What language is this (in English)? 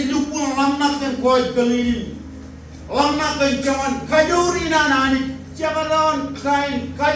Marshallese